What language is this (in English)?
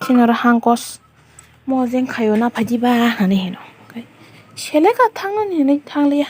Kok Borok